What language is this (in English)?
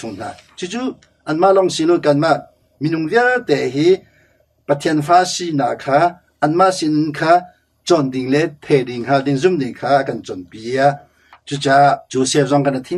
Hakha Chin